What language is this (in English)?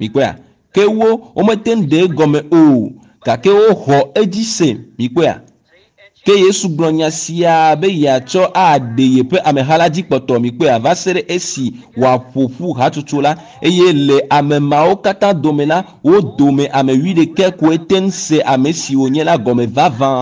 Ewe